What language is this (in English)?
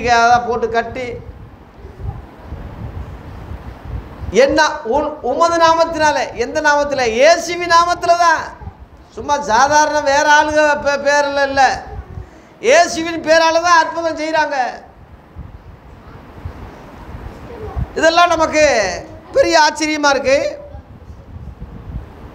Tamil